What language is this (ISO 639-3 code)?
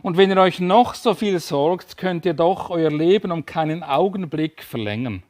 gsw